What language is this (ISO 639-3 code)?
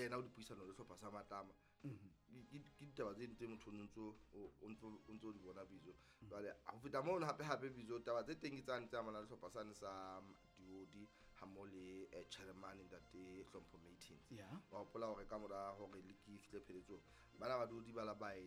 sot